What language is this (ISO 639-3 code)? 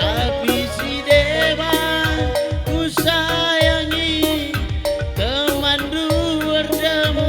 btx